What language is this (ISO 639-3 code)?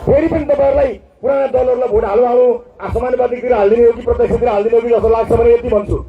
nep